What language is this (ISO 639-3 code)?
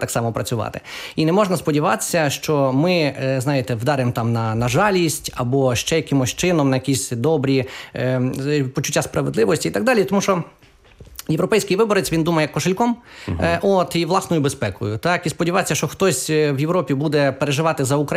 ukr